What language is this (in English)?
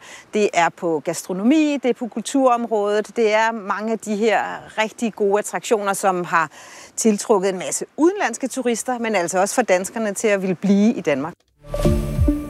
Danish